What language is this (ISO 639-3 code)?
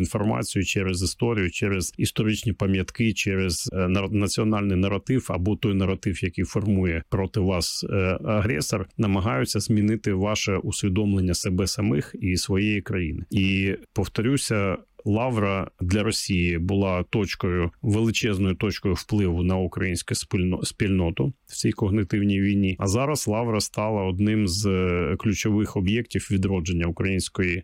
ukr